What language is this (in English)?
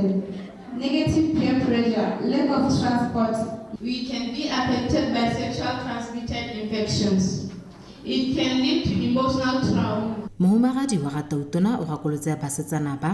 Tswana